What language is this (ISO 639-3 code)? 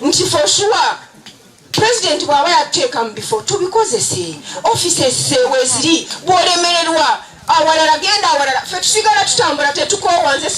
lug